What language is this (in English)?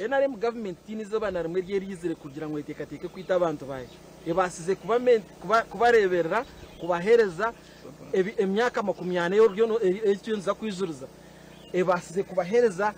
Nyankole